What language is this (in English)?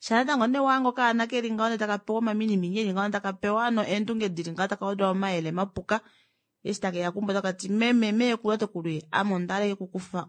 Kuanyama